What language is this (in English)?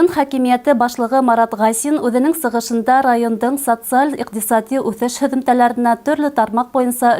Bashkir